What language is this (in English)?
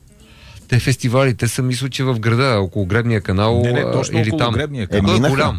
Bulgarian